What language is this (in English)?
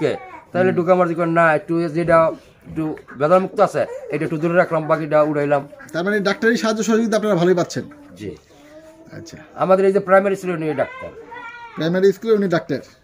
Bangla